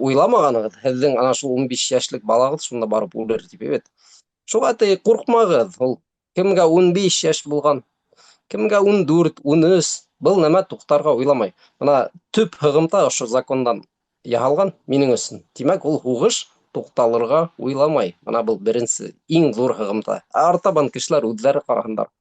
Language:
Bashkir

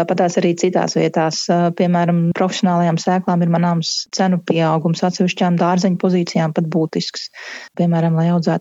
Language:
Latvian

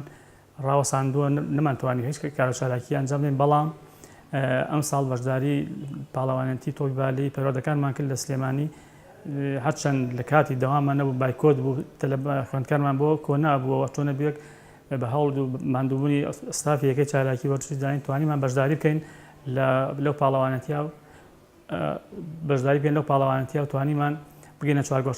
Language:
Central Kurdish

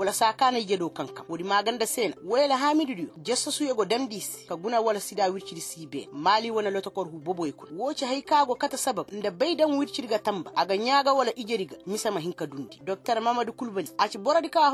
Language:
Koyraboro Senni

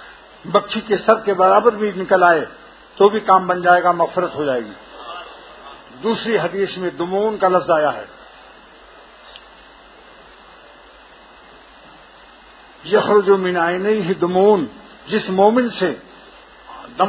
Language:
Urdu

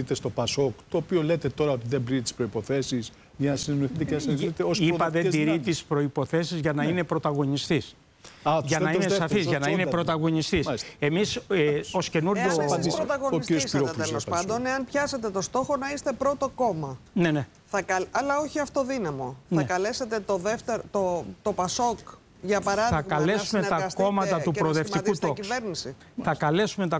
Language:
Greek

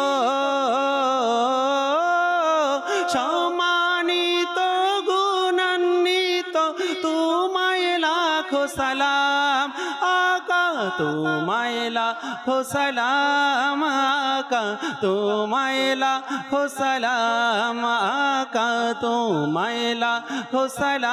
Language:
Bangla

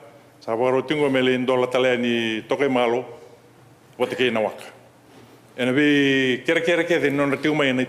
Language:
Fijian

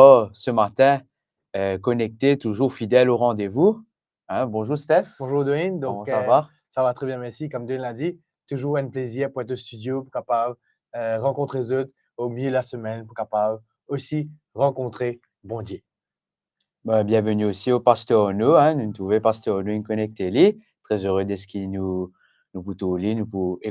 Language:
Morisyen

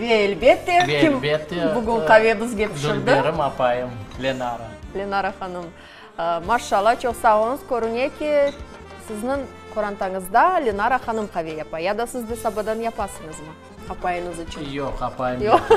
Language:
Crimean Tatar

